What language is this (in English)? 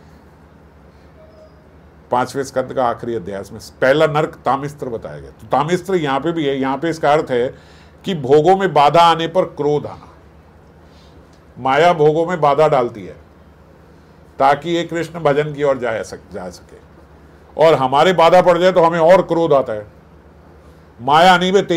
Hindi